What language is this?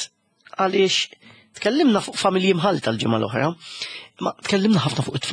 Maltese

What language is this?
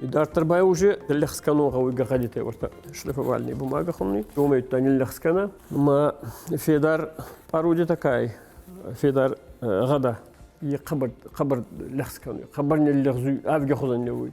Ossetic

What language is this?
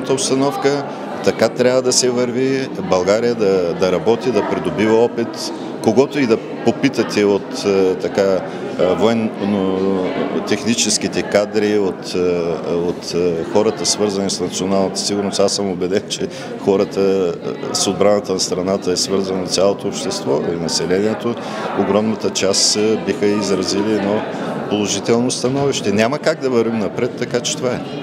Bulgarian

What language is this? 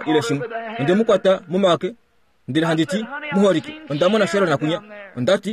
Kuanyama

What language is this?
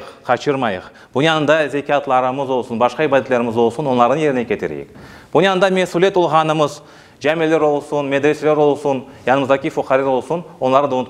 Crimean Tatar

